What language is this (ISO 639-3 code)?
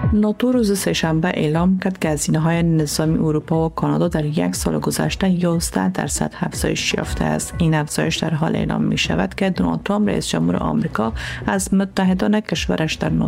fas